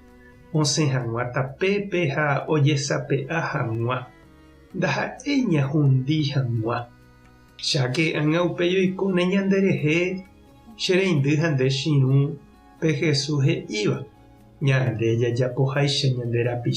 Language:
Guarani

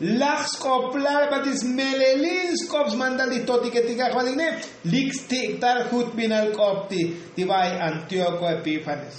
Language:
Tzotzil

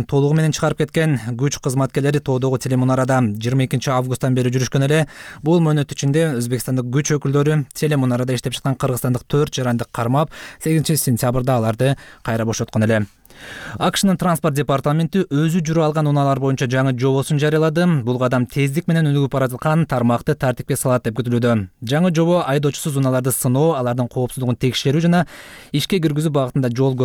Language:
Kyrgyz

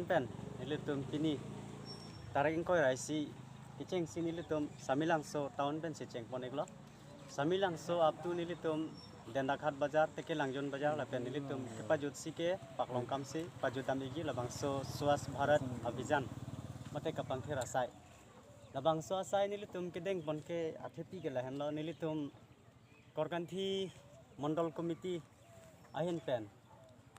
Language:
Karbi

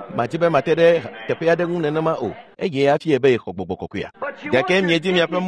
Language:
Ewe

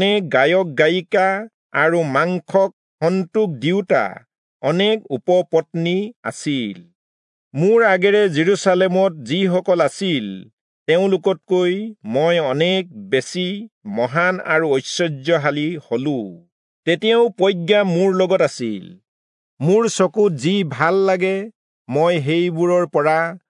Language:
Assamese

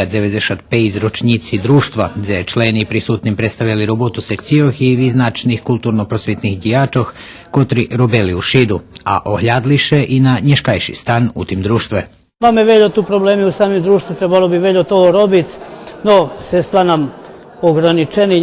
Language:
Rusyn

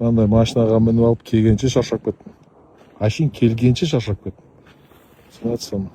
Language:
Kazakh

